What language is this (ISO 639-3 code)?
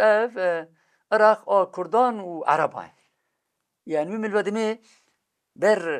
kur